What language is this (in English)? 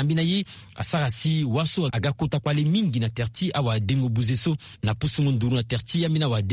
Sango